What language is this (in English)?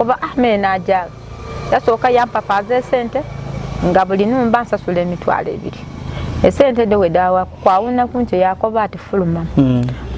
Ganda